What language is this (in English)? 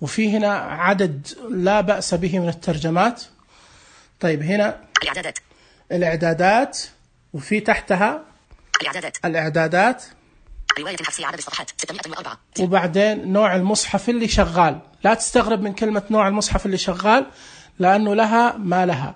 Najdi Arabic